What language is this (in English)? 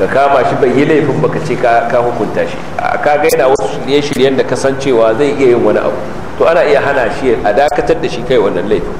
Hausa